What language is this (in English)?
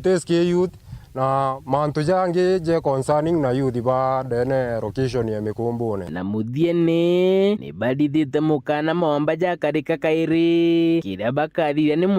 Meru